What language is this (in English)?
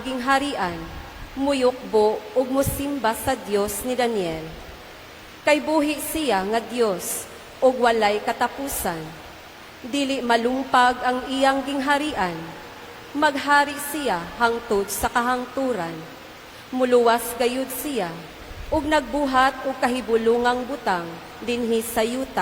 Cebuano